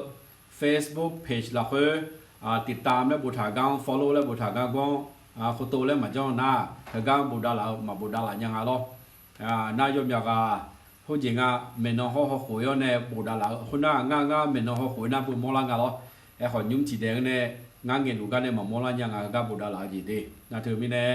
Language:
Akha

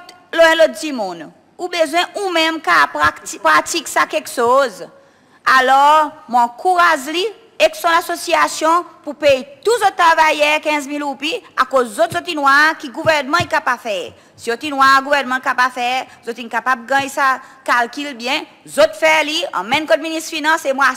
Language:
Seselwa Creole French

